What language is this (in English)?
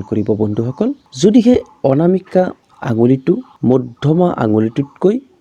Assamese